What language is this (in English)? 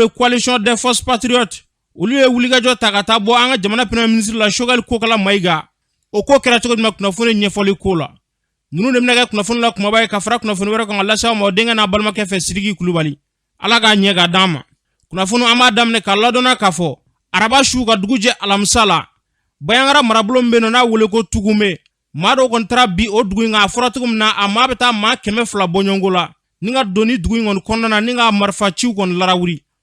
Bambara